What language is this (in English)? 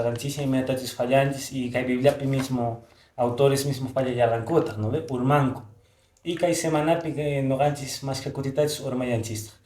Quechua